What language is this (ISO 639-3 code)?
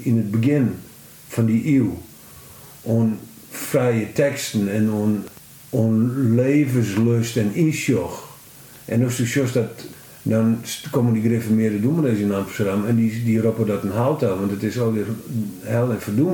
fry